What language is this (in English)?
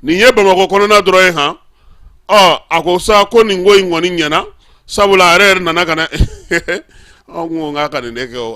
Bambara